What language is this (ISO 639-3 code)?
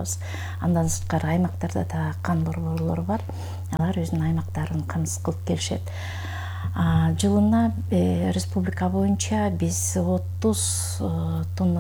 kir